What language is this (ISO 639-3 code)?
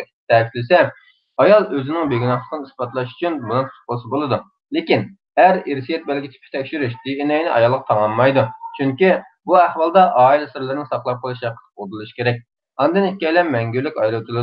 uig